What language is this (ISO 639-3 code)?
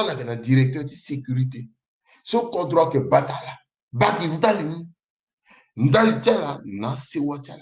sag